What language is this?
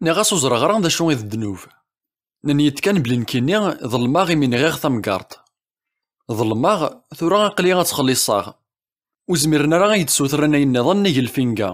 Kabyle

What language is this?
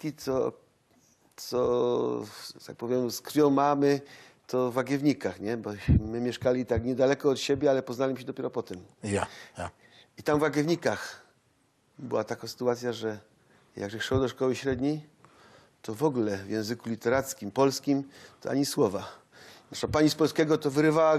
Silesian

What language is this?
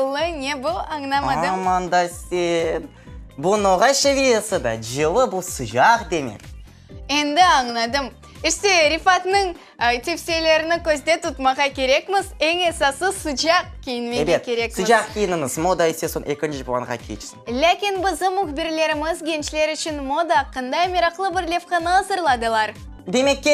Crimean Tatar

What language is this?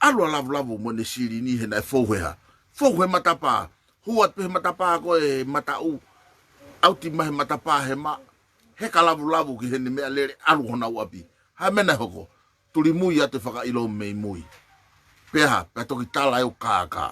Tongan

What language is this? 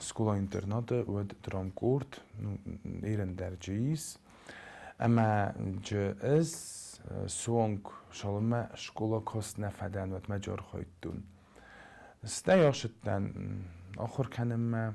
Ossetic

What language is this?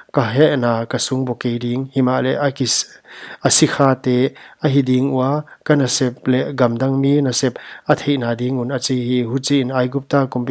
Paite Chin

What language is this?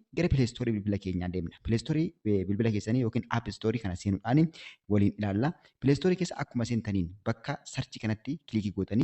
Oromo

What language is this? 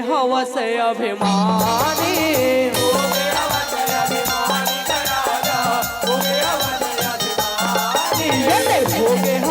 Chhattisgarhi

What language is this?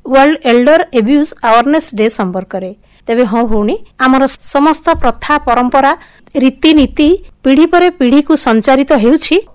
Odia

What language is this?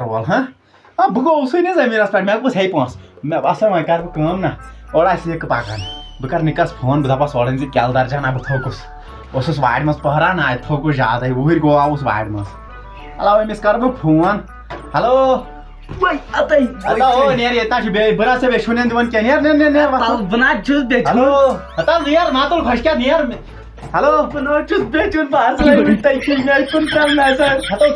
Kashmiri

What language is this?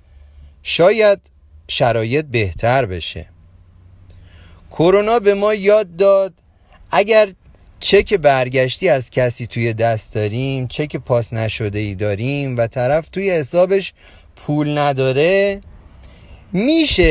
Persian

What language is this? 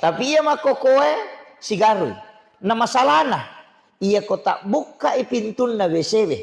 Buginese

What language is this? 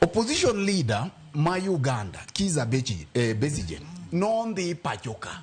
Luo (Kenya and Tanzania)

